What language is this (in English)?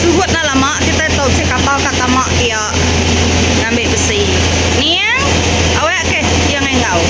Iban